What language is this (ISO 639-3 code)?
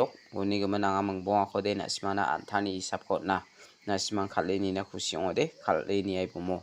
grt